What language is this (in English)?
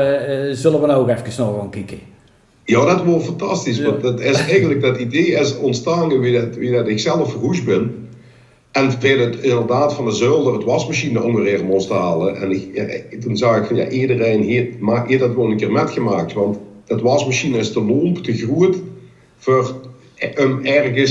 Limburgish